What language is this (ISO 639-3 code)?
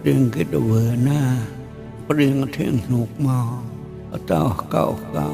mnw